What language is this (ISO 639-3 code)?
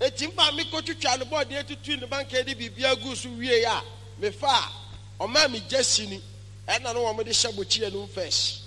aka